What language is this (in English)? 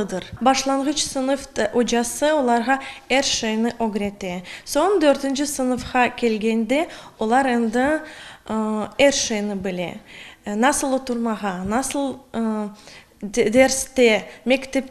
Crimean Tatar